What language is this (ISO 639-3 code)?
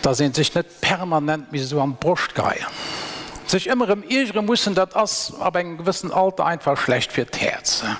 ltz